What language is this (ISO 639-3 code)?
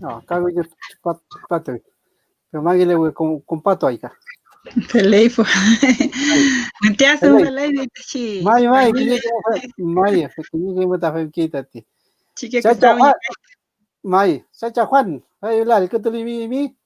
arn